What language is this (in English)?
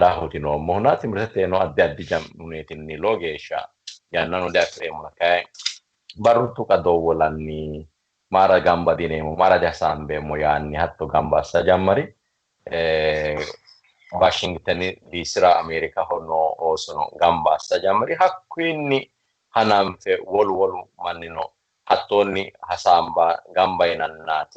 Sidamo